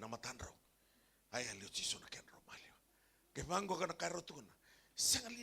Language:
Fijian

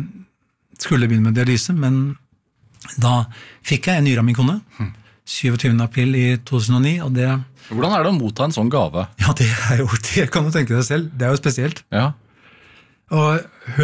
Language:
Norwegian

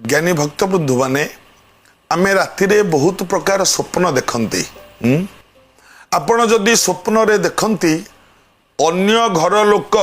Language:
Odia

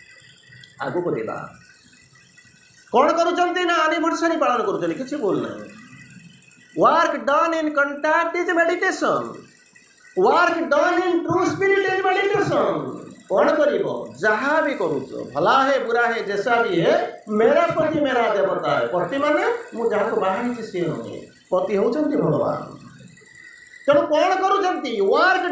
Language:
Odia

